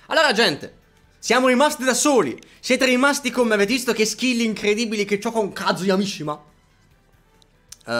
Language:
Italian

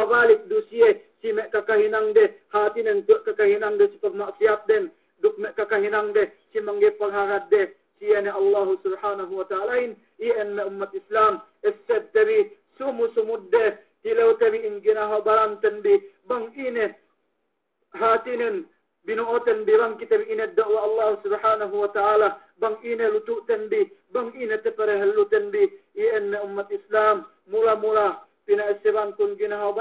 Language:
Yakan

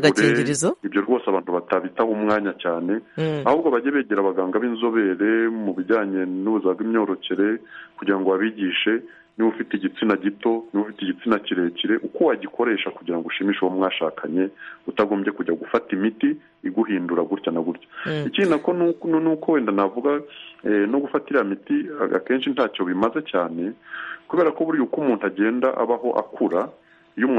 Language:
Kinyarwanda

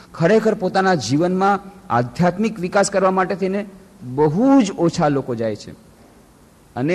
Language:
Gujarati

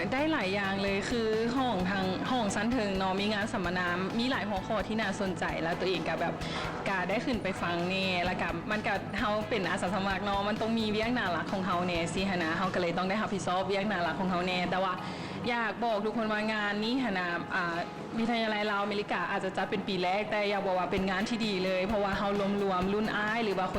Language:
Lao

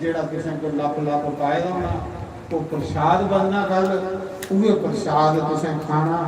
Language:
Dogri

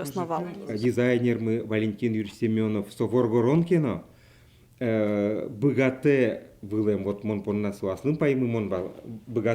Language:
Udmurt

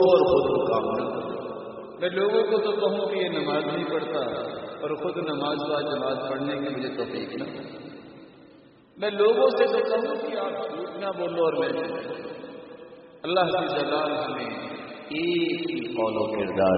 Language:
Urdu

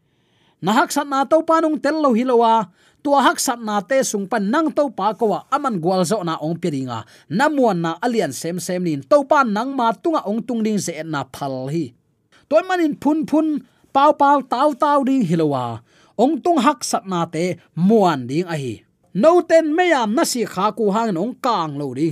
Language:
Tedim Chin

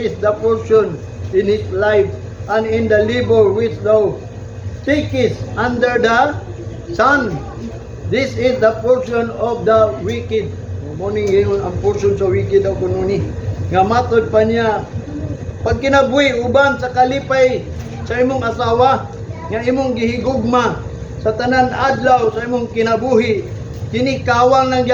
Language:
Cebuano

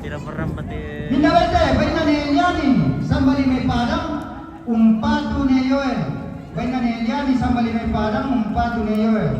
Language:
Toraja-Sa'dan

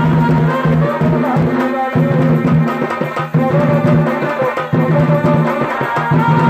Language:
Bangla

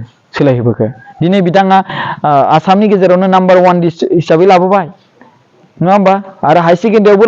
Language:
Bodo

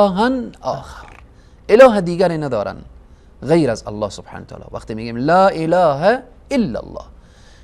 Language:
Persian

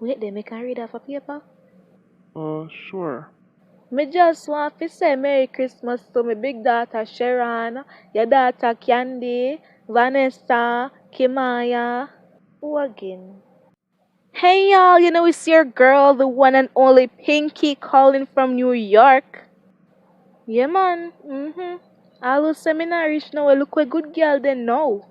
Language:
Jamaican Creole English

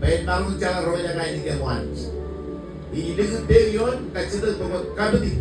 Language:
Marshallese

